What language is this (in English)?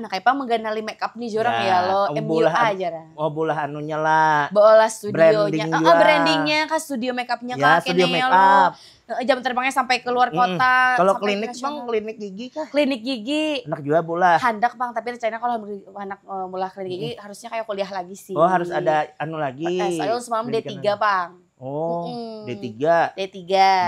Banjar